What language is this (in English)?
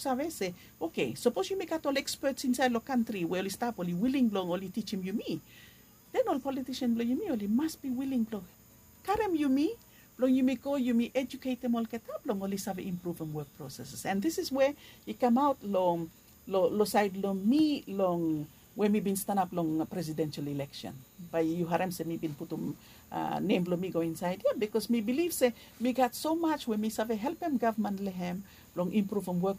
Bislama